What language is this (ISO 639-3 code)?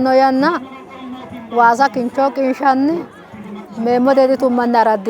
sid